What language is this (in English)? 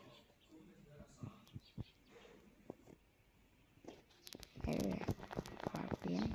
Lao